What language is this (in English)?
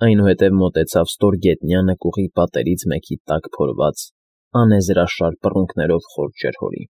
Armenian